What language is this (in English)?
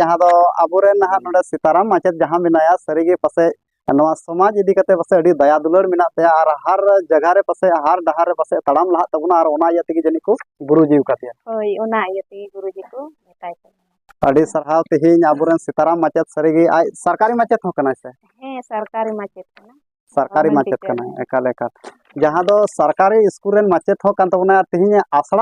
Santali